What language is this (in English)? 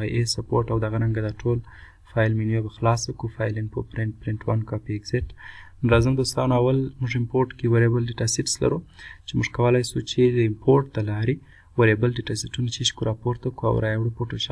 Pashto